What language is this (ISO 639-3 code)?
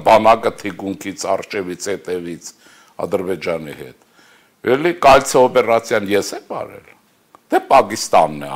hye